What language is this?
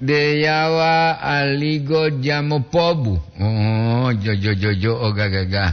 Gorontalo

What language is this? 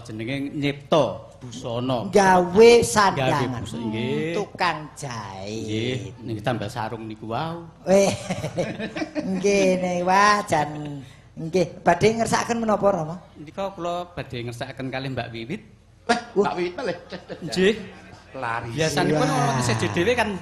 Javanese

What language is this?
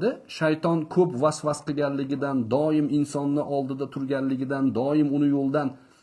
Uzbek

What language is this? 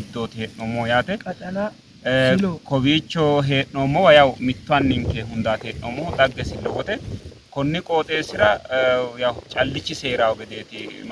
Sidamo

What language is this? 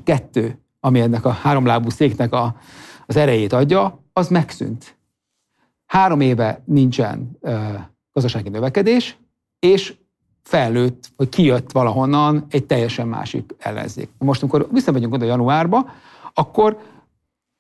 Hungarian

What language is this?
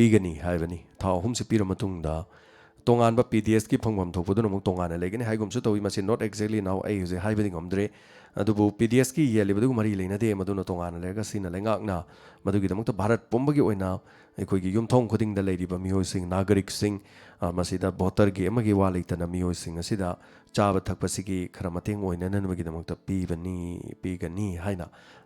Manipuri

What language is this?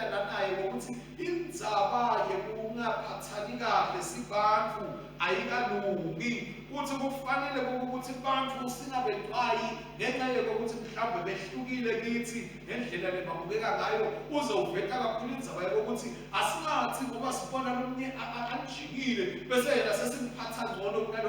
Swati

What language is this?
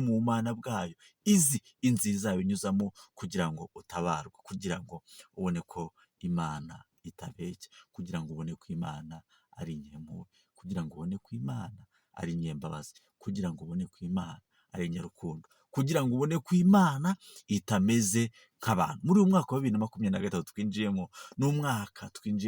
Kinyarwanda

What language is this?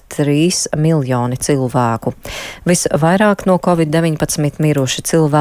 Latvian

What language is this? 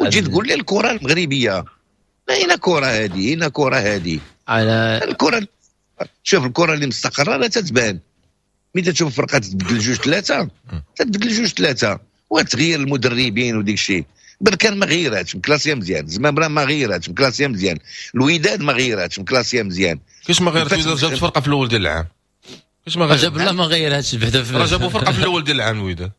Moroccan Arabic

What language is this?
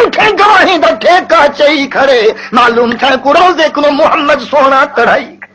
Saraiki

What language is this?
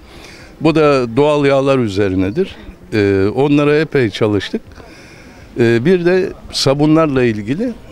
Turkish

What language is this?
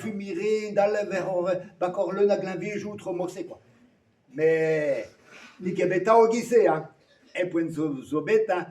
Breton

